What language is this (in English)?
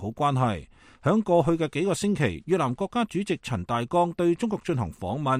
Cantonese